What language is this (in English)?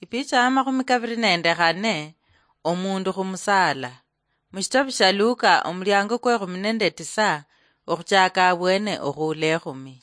Luyia